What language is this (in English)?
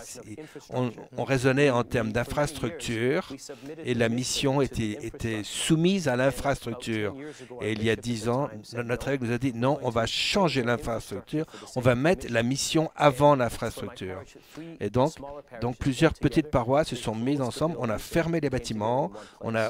French